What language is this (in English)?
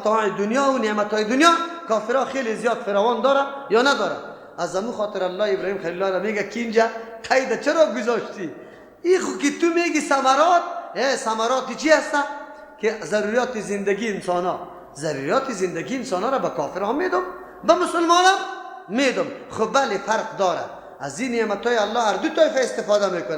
Persian